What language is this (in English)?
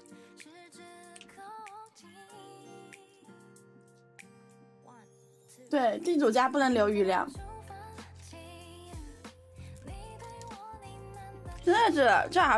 Chinese